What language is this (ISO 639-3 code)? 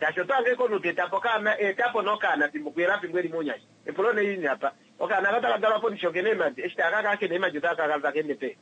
kua